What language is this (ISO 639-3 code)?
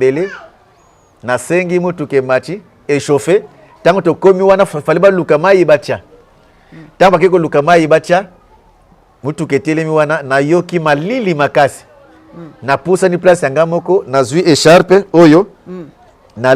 lin